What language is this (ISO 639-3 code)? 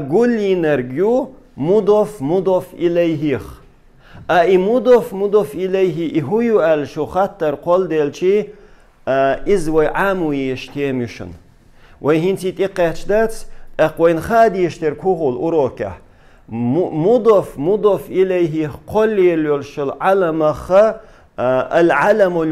che